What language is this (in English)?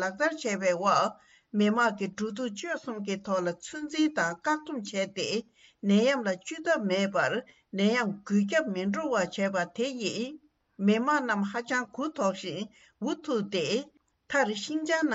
Tibetan